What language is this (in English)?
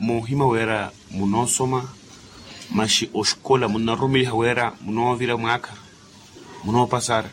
Makhuwa